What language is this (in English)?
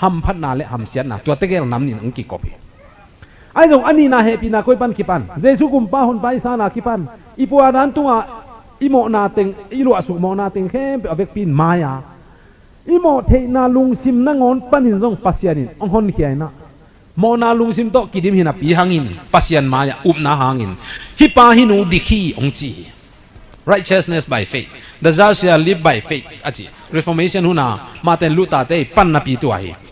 Tedim Chin